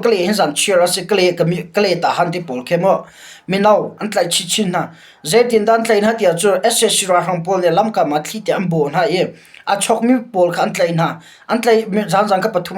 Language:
Hakha Chin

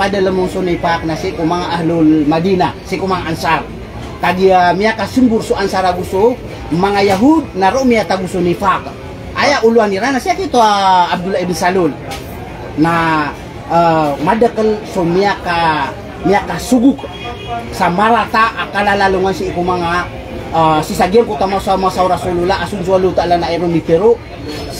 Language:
Maranao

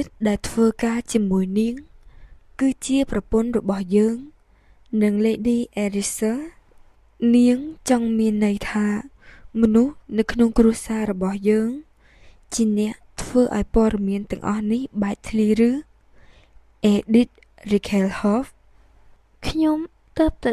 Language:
Khmer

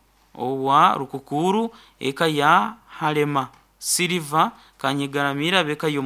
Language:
Nyoro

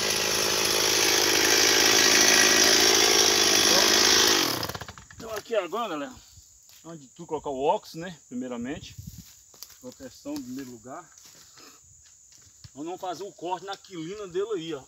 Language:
Portuguese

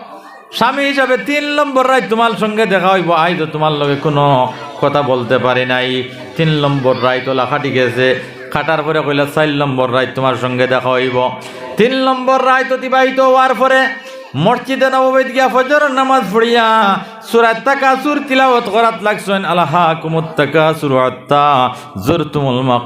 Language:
Sylheti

